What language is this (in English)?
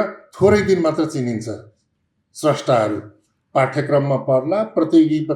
Nepali